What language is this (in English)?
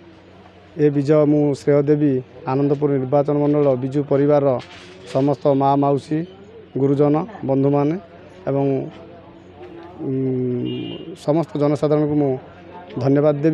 Odia